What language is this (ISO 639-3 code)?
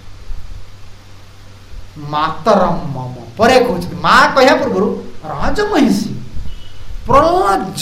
ori